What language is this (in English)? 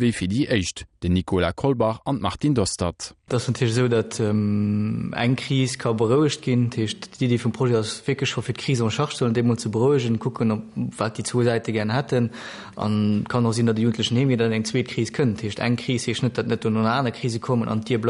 Luxembourgish